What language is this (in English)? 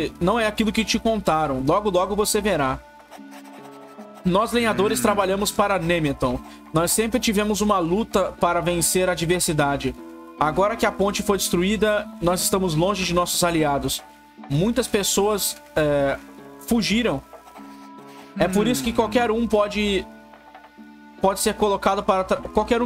Portuguese